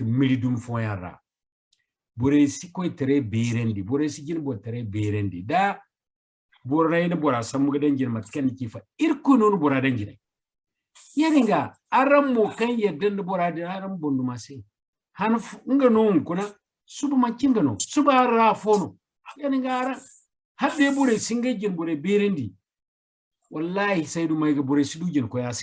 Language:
Zarma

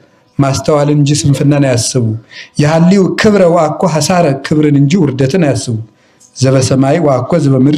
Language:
Amharic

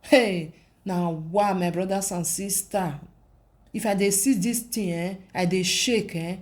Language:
Nigerian Pidgin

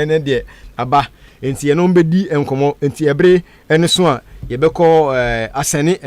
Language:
Akan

